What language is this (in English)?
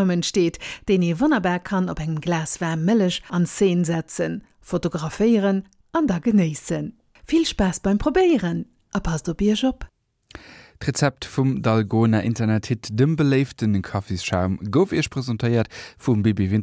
Luxembourgish